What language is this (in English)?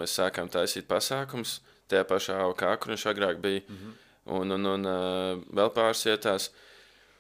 Latvian